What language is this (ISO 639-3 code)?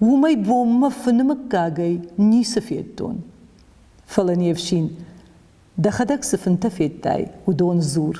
oss